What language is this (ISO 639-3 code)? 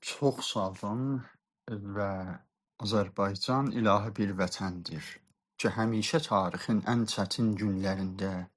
azb